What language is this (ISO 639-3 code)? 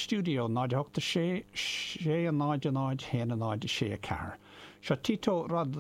gle